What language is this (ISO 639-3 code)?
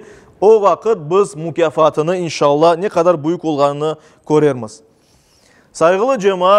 crh